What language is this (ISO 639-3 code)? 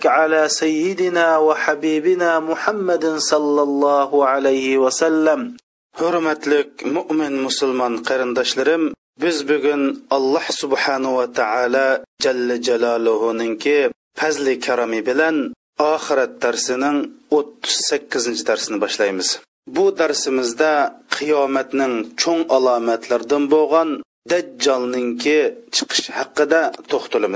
uig